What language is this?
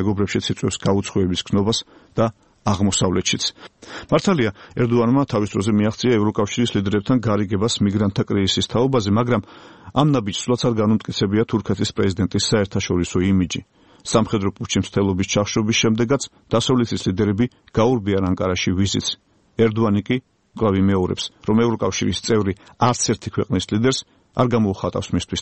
Georgian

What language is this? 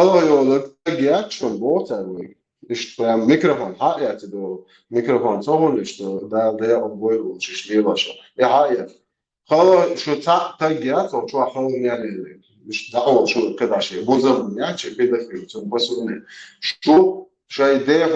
Chechen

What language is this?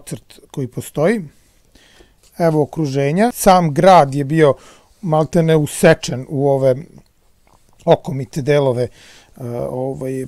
Serbian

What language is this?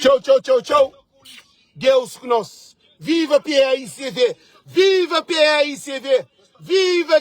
Kabuverdianu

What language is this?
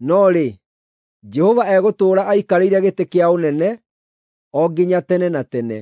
Kikuyu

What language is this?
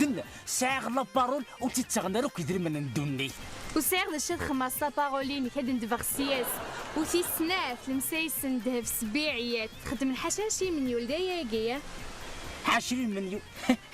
Kabyle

